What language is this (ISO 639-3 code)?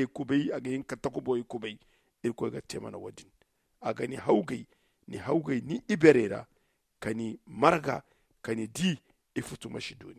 dje